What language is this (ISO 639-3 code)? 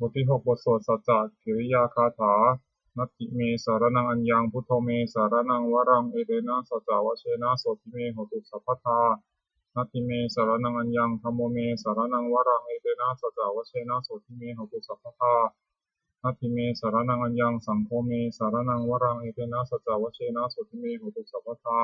pli